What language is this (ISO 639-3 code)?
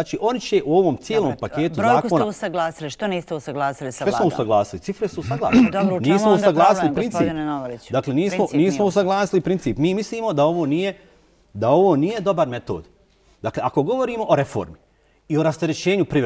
bos